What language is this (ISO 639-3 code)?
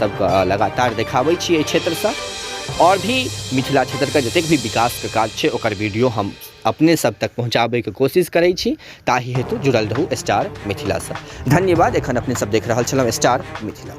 mai